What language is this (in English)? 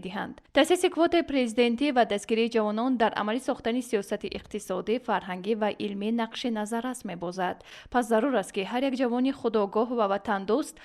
Tajik